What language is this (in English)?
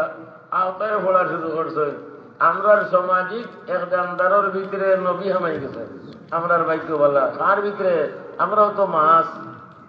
Sylheti